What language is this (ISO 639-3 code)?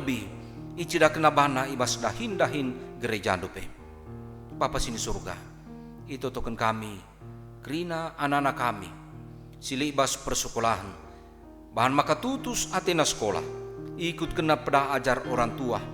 btx